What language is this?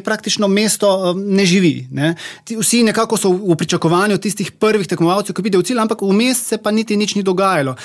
Slovenian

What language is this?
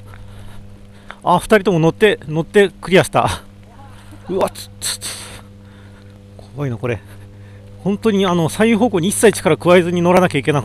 Japanese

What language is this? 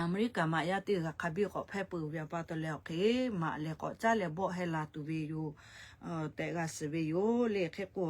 Lahu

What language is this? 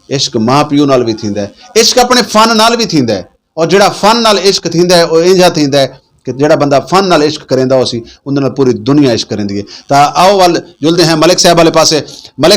Saraiki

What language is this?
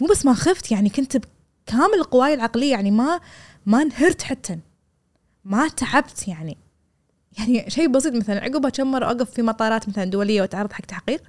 Gulf Arabic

